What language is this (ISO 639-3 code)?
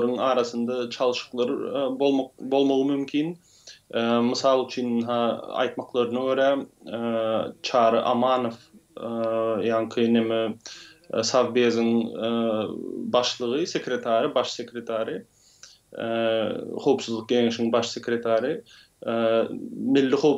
tuk